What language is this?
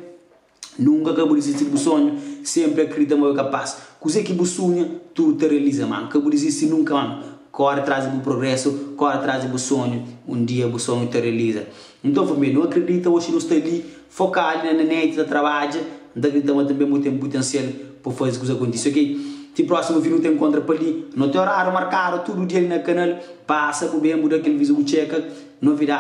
Kabuverdianu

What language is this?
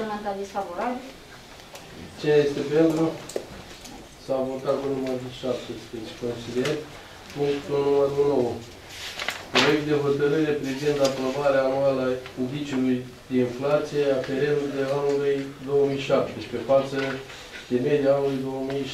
Romanian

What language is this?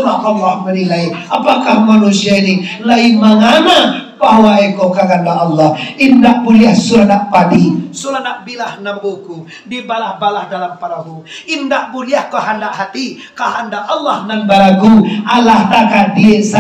Minangkabau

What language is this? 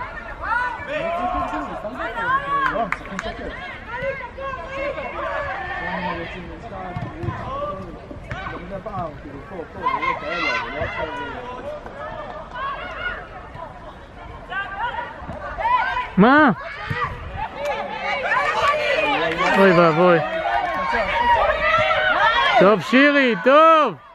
Hebrew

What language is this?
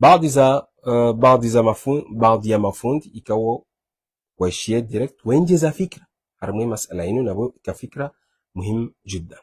Ngazidja Comorian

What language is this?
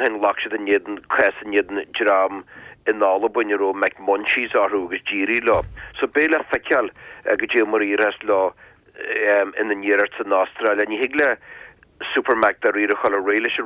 Irish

